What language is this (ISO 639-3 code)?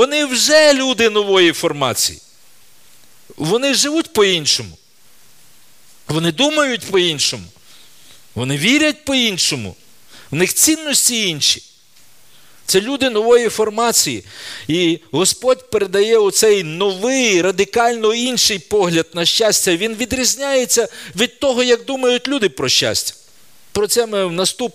ukr